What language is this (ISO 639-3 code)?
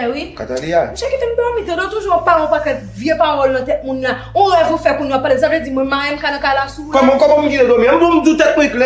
hat